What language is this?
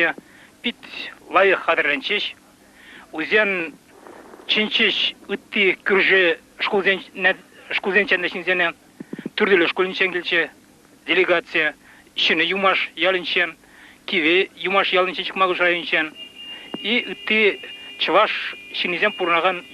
Chuvash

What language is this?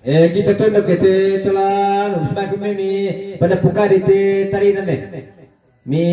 Toraja-Sa'dan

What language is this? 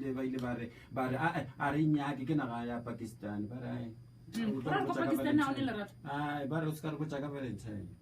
Northern Sotho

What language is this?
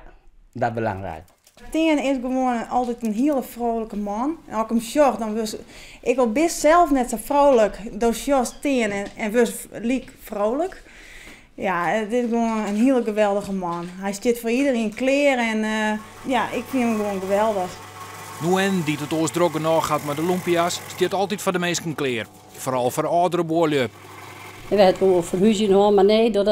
Western Frisian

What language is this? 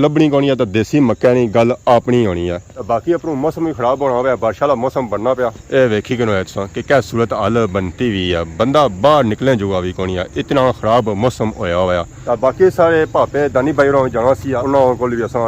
Pahari-Potwari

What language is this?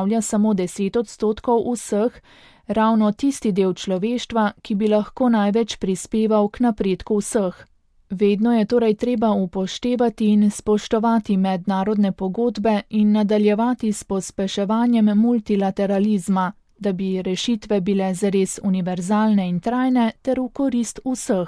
Slovenian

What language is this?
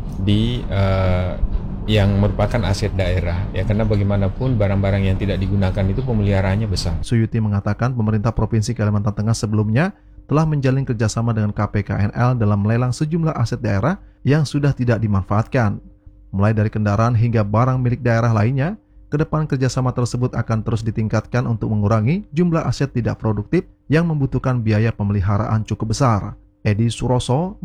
Indonesian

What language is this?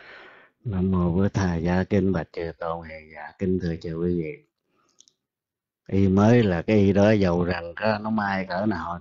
Vietnamese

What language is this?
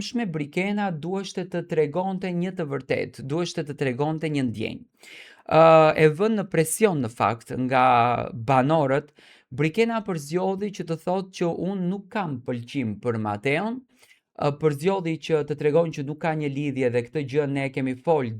Albanian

